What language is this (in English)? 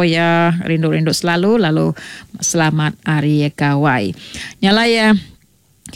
Iban